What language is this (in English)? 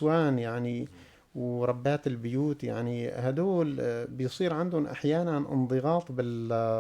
North Levantine Arabic